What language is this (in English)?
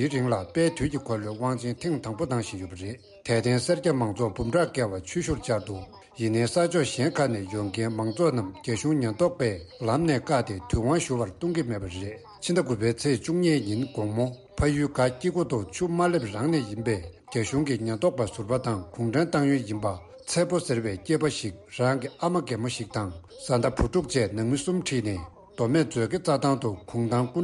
Tibetan